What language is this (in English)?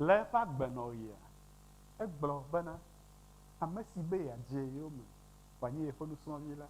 Ewe